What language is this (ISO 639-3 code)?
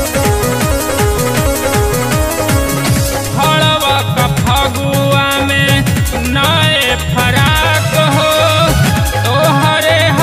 bho